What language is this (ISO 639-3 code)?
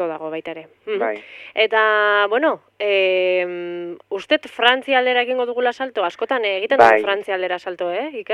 eus